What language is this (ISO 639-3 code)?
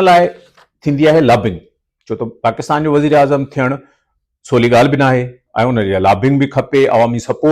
snd